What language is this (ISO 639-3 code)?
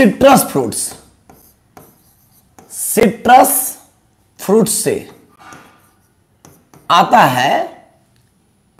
hin